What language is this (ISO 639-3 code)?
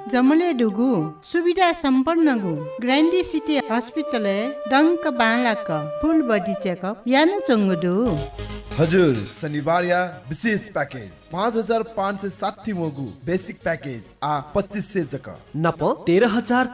new